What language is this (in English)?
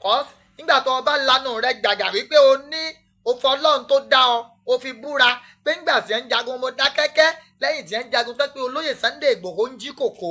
Yoruba